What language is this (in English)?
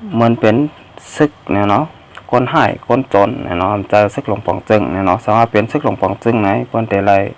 Shan